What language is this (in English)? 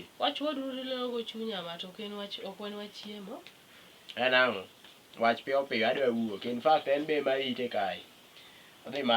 Luo (Kenya and Tanzania)